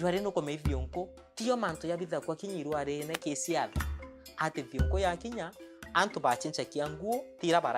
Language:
Meru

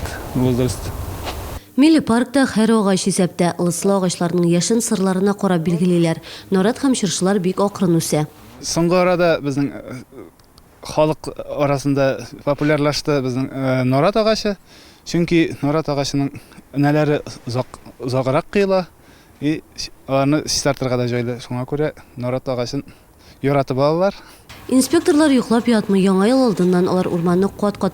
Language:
Tatar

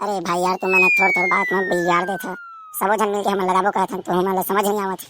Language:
Chhattisgarhi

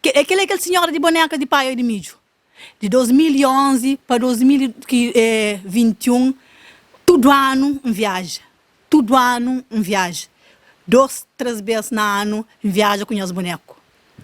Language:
Kabuverdianu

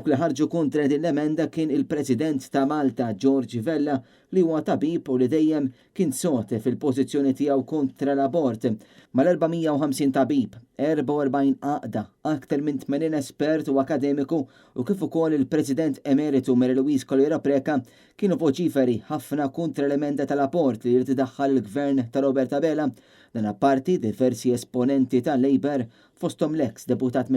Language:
Maltese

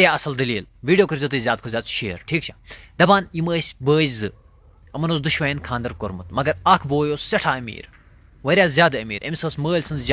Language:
Kashmiri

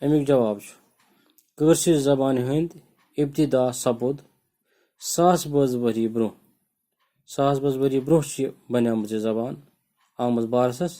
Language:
Kashmiri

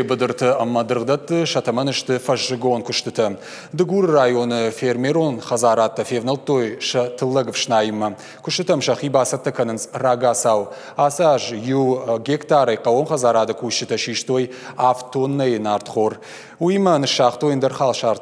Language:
Ossetic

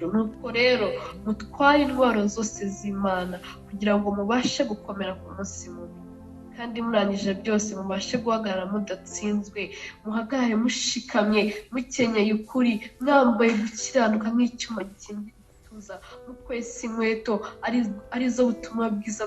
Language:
Kinyarwanda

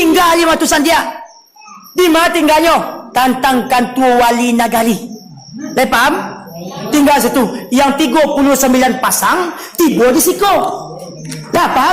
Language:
Minangkabau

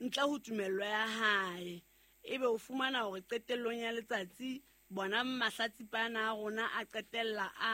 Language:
Southern Sotho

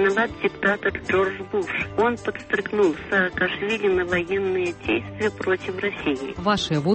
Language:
Belarusian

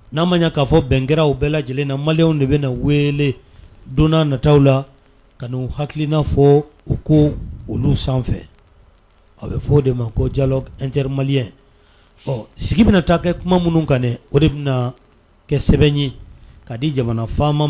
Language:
Bambara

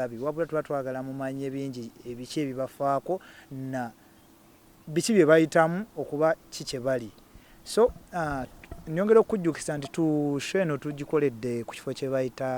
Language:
Ganda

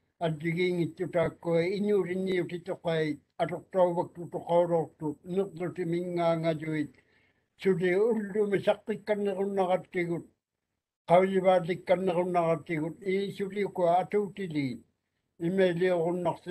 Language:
Māori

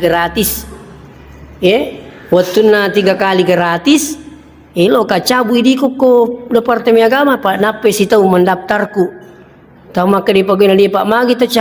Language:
Buginese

